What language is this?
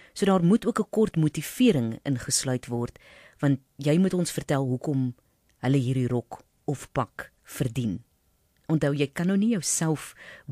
Afrikaans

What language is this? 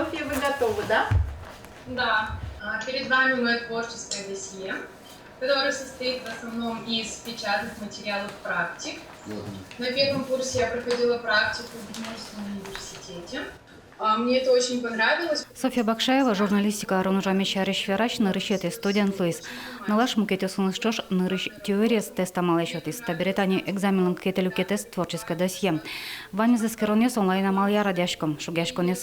Udmurt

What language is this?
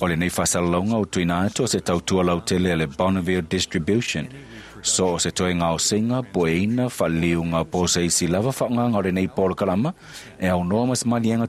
Samoan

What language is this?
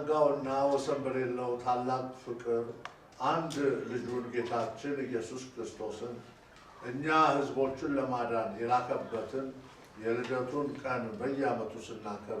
Amharic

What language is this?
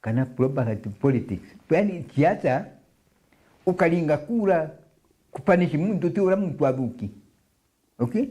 Meru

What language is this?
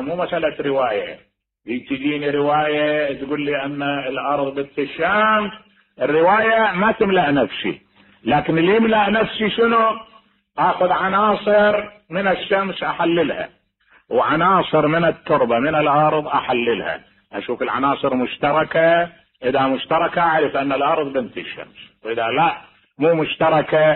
Mesopotamian Arabic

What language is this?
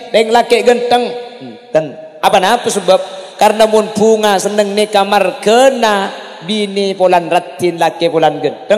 Madurese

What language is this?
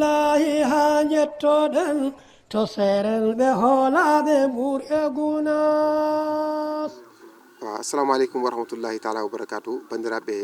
Fula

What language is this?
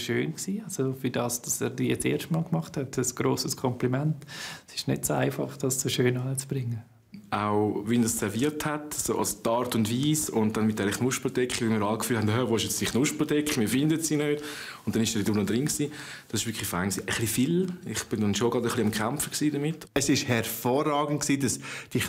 Swiss German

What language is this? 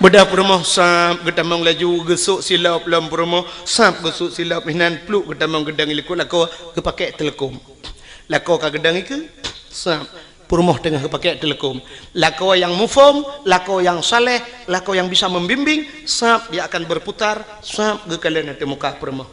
Achinese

